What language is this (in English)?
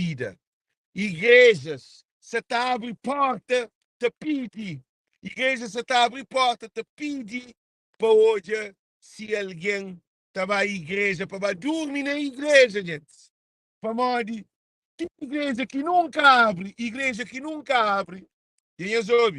Kabuverdianu